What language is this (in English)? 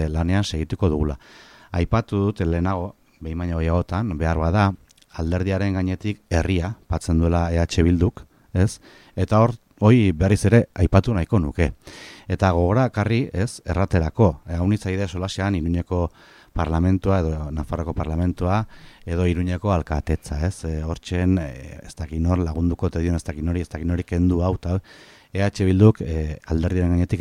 Basque